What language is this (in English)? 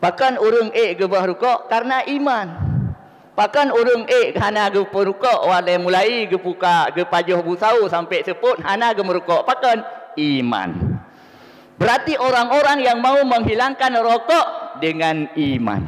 Achinese